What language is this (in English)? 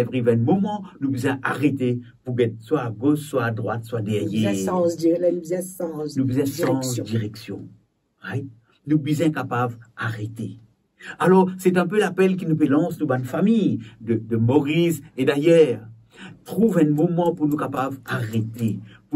Morisyen